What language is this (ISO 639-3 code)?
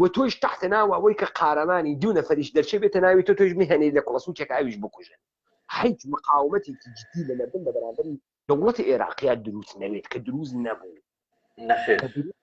ckb